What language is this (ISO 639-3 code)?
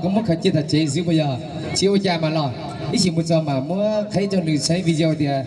hmn